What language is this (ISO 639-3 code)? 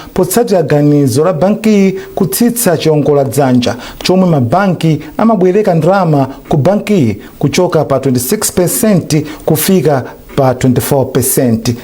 nya